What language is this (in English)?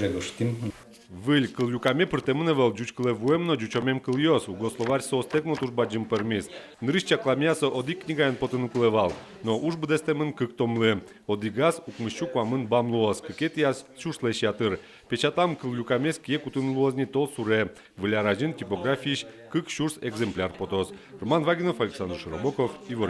Udmurt